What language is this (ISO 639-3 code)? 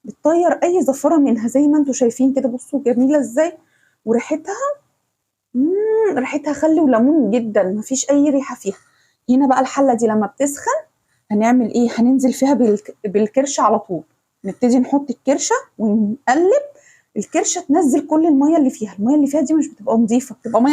arz